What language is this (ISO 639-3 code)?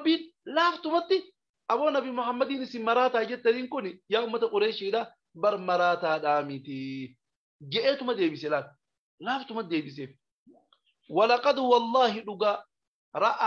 orm